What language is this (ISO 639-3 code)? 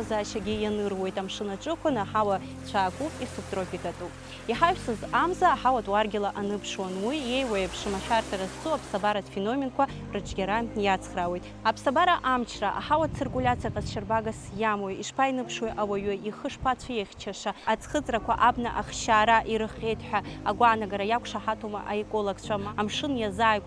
abk